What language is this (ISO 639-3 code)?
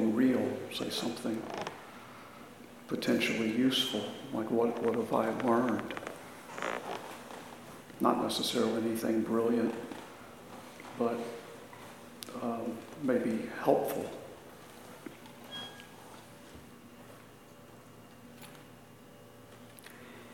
eng